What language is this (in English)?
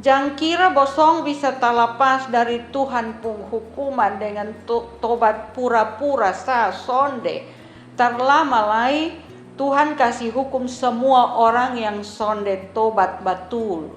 Kupang Malay